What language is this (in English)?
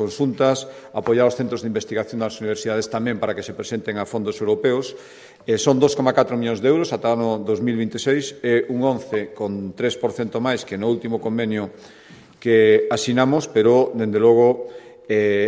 Galician